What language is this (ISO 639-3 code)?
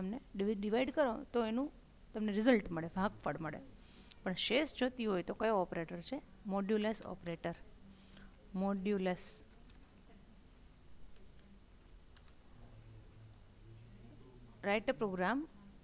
guj